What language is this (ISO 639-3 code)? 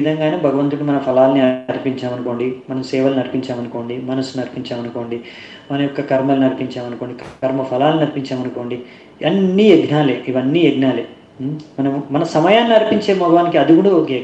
tel